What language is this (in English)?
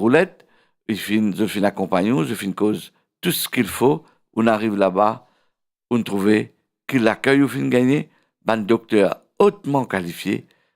Morisyen